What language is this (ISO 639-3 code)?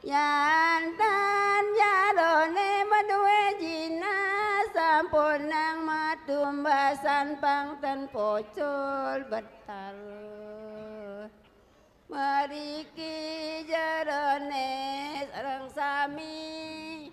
ban